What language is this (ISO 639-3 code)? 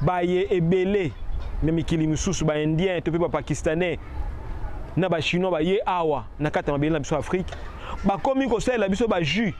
lin